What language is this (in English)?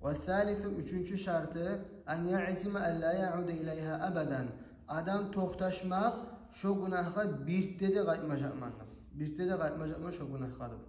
Kumyk